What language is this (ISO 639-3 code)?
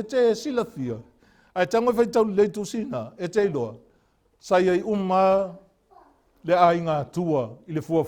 smo